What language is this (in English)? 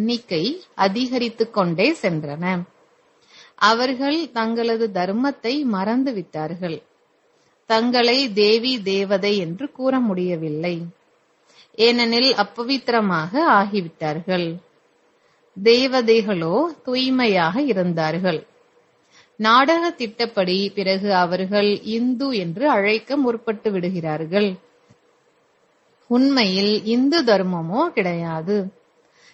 Tamil